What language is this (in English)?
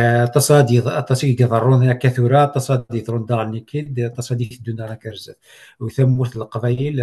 Kabyle